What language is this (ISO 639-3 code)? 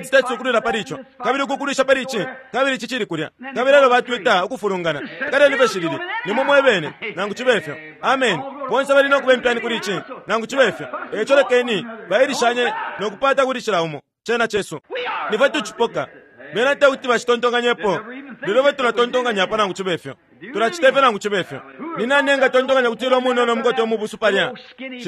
bem